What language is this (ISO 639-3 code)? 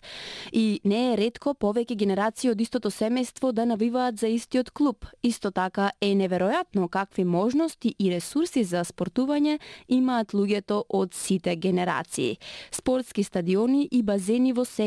mkd